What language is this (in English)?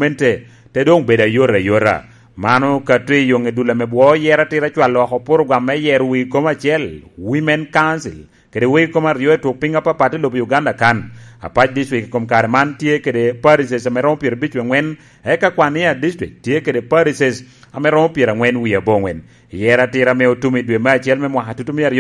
Lango (Uganda)